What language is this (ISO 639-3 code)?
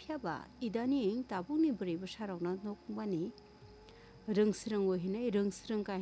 trp